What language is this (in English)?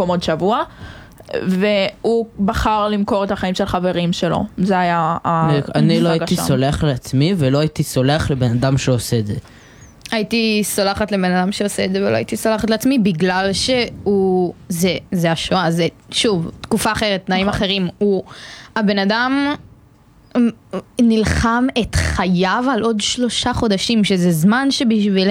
Hebrew